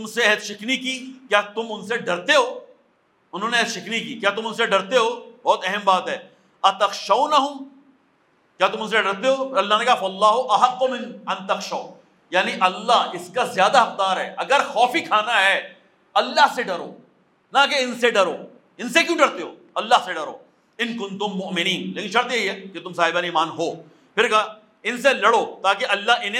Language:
Urdu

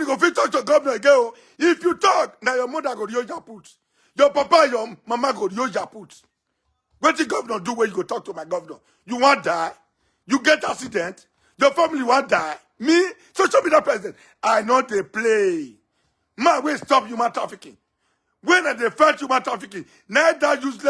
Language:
Nigerian Pidgin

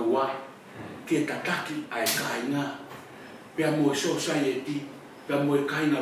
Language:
Tongan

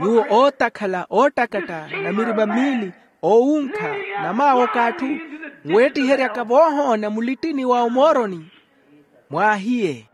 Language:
Makhuwa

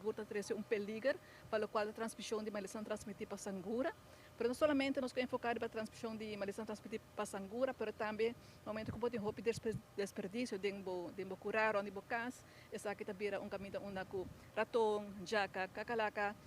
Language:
Papiamento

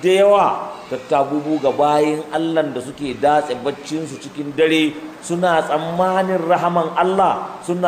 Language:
Hausa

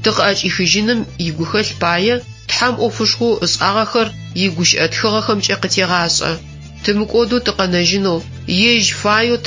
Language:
Adyghe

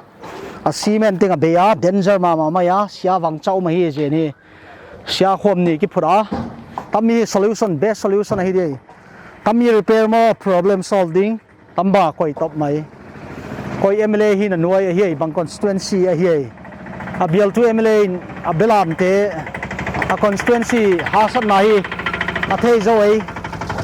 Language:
Paite Chin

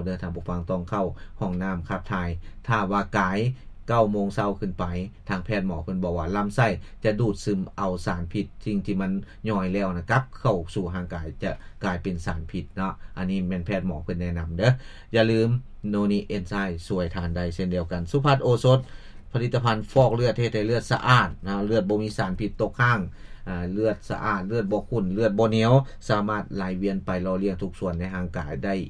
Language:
Lao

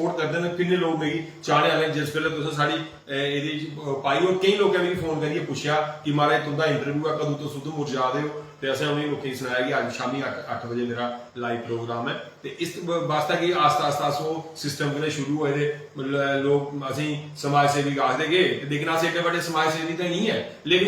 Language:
Dogri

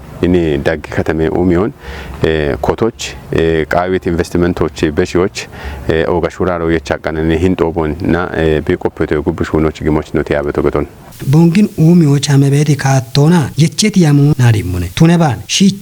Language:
Kafa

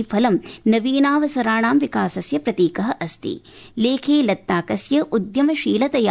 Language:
Sanskrit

